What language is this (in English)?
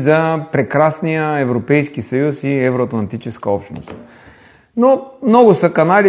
Bulgarian